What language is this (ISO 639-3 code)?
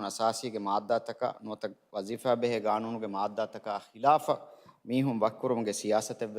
div